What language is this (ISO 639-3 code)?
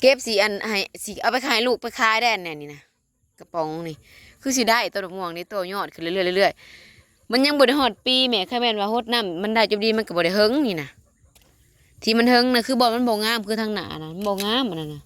lao